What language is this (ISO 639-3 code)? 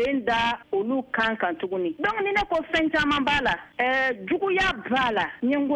bam